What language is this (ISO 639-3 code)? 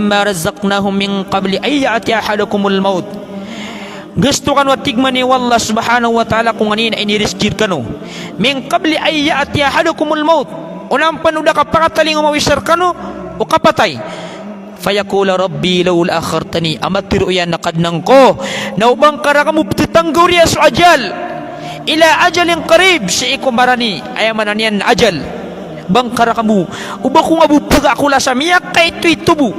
mrw